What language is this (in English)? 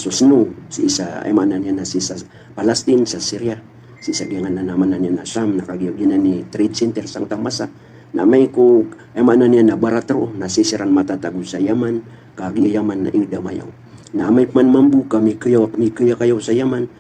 Maranao